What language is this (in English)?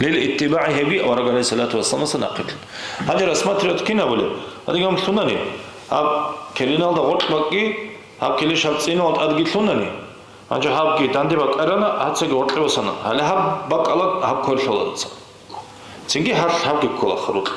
Avaric